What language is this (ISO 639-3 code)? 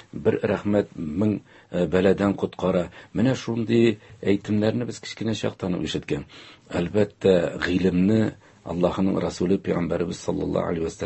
tat